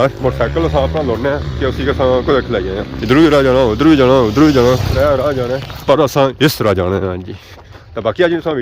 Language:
Pahari-Potwari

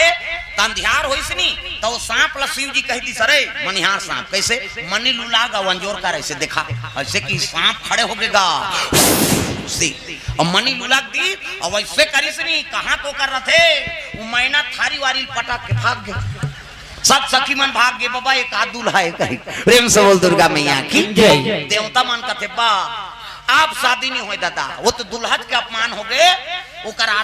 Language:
Chhattisgarhi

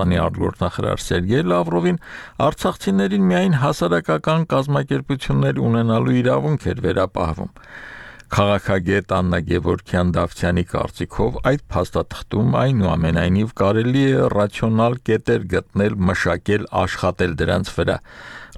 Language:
Armenian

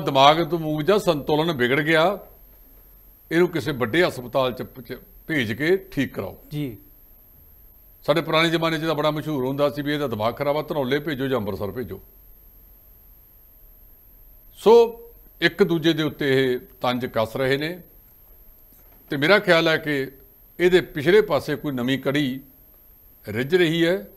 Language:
Punjabi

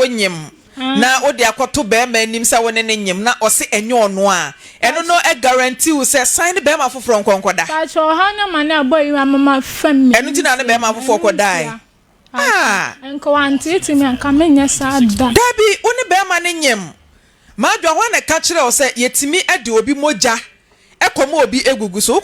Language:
Akan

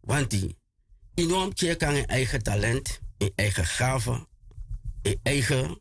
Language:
Sranan Tongo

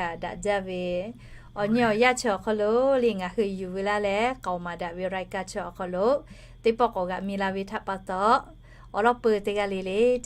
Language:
Lahu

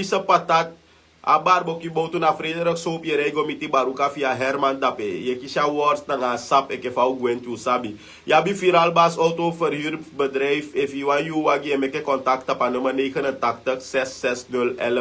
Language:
Sranan Tongo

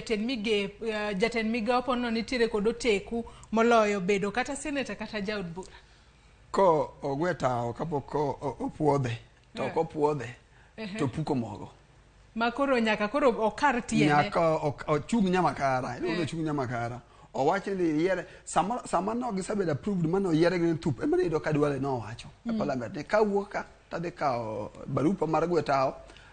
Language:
Luo (Kenya and Tanzania)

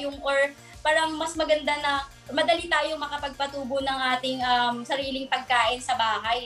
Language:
Filipino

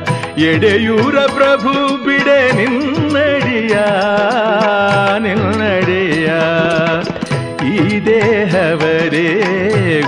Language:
Kannada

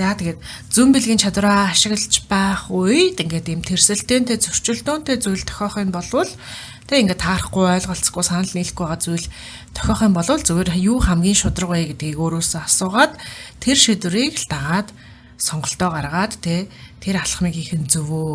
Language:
Mongolian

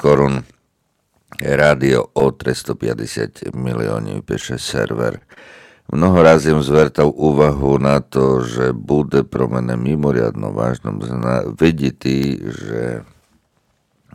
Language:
Slovak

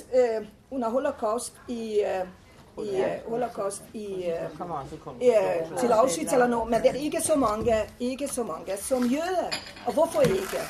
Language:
Danish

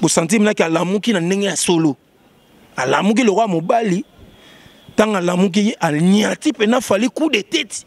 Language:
Lingala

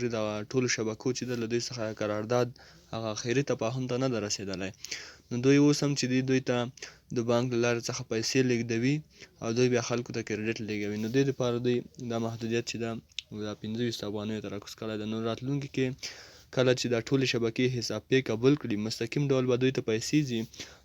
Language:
Pashto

